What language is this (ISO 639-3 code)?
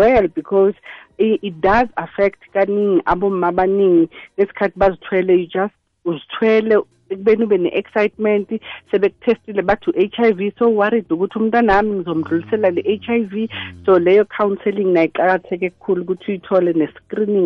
nbl